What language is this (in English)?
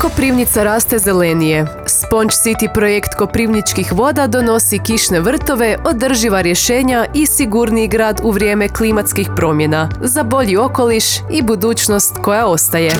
Croatian